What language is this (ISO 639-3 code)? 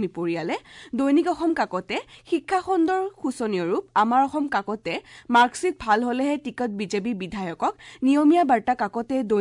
asm